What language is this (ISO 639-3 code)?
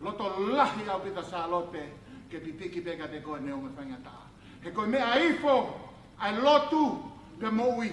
ton